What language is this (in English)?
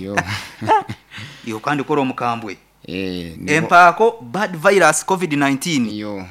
Nyoro